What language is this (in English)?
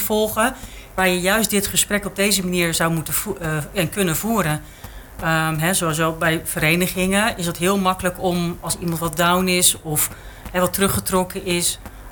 Dutch